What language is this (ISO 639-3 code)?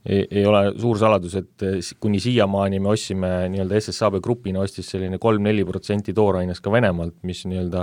est